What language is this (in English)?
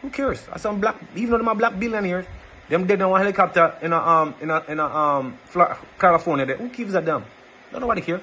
Jamaican Creole English